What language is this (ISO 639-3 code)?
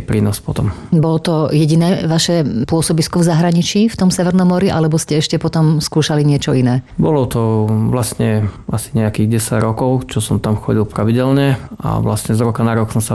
slk